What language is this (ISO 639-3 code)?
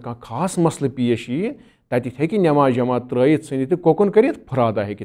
kas